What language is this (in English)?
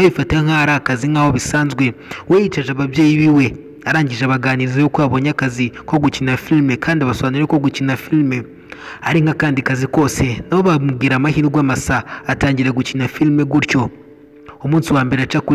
Kinyarwanda